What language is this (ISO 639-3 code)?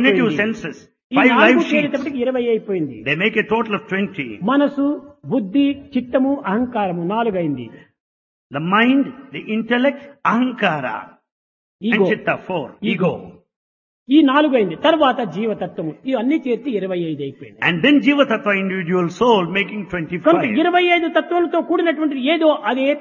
tel